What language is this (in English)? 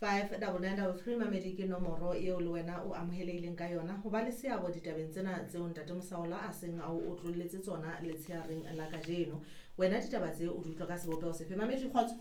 Southern Sotho